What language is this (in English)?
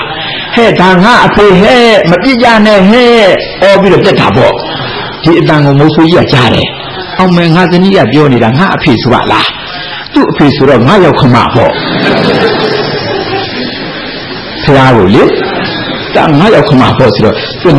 Burmese